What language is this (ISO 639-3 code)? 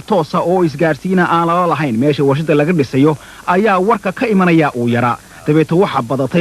som